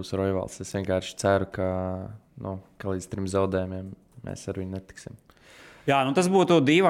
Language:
Latvian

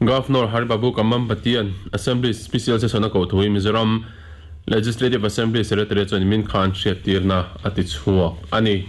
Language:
Mizo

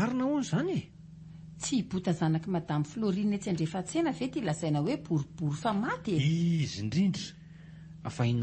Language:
Malagasy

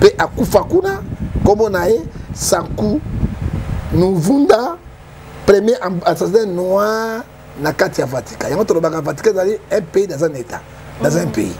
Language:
Lingala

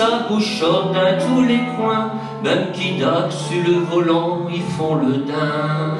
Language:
Picard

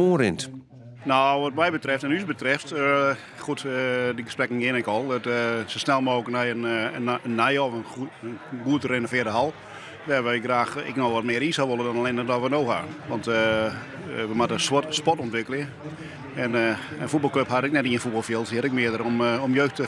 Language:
Western Frisian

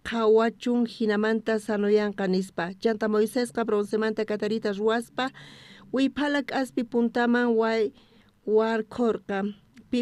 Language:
South Bolivian Quechua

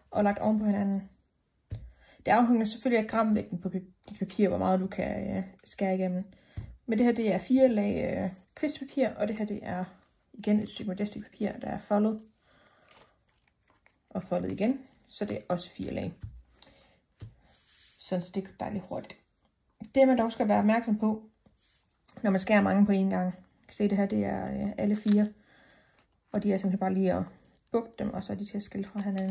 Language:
Danish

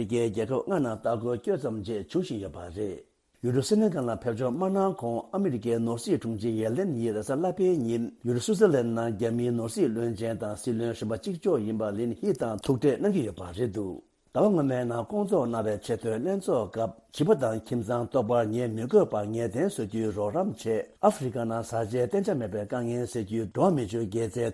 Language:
Tibetan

